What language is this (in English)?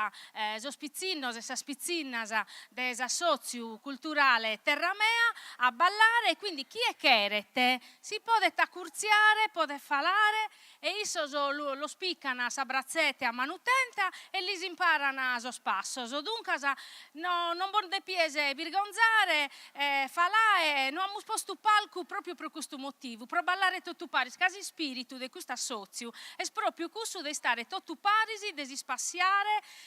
Sardinian